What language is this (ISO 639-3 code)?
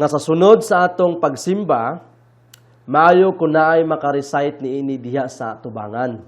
ceb